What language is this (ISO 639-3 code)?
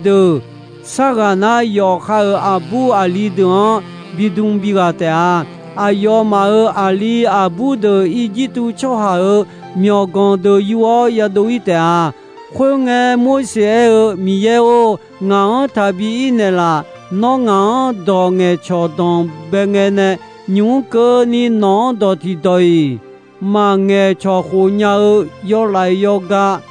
ahk